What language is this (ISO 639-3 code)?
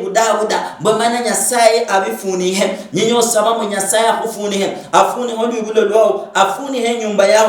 luy